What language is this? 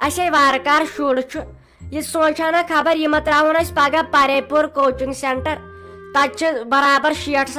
Kashmiri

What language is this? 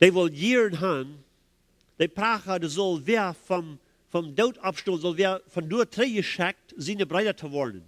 Plautdietsch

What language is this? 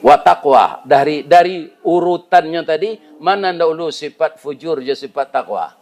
Minangkabau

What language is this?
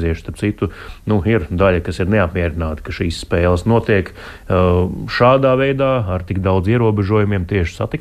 Latvian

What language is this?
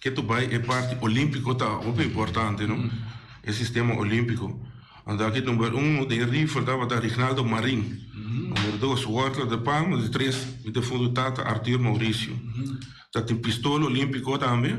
Papiamento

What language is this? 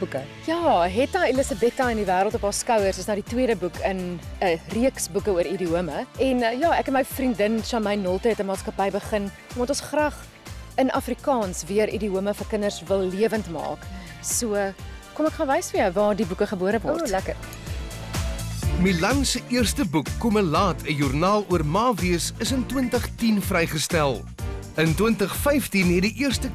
Afrikaans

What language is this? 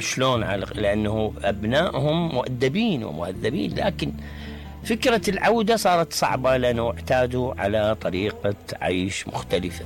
Mesopotamian Arabic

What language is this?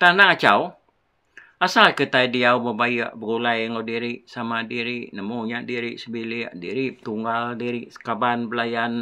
Iban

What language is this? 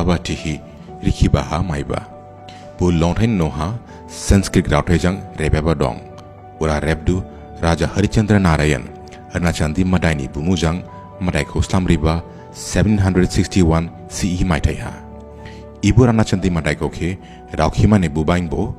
Dimasa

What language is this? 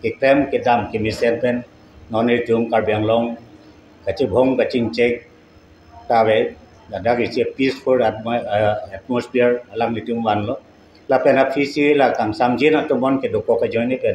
Karbi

